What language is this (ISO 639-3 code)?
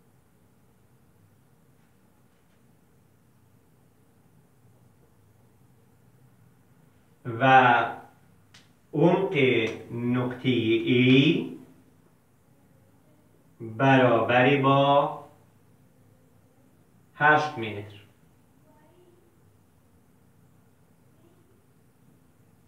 fas